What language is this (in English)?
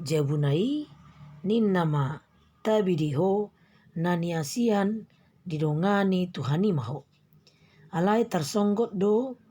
Batak Toba